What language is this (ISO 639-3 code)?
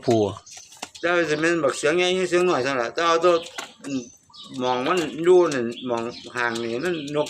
tts